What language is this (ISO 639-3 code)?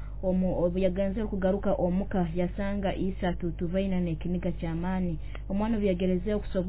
nyo